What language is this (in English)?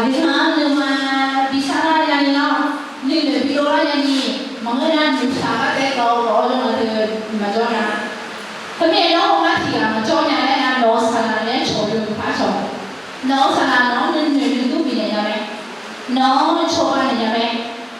Akha